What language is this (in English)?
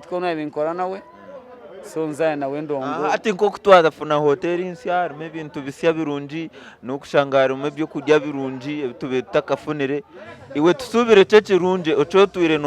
Nyankole